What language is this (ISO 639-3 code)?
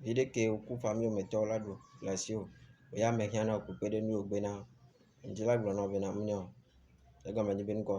ewe